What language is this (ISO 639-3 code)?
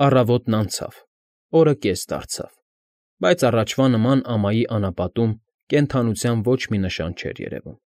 hye